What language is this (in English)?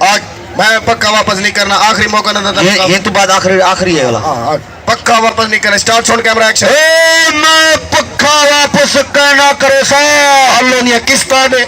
Saraiki